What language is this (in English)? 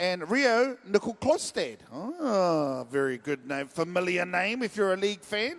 Māori